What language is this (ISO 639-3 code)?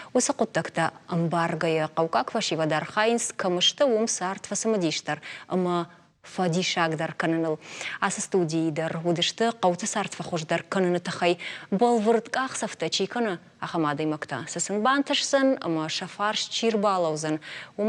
oss